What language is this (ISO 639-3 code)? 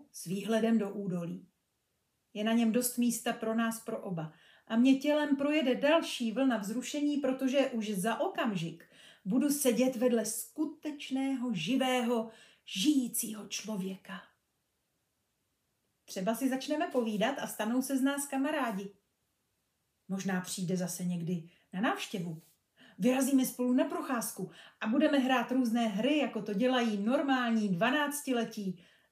ces